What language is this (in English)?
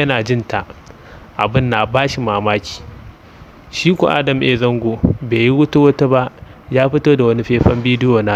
Hausa